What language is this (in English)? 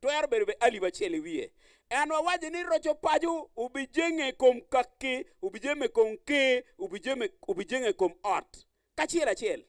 Acoli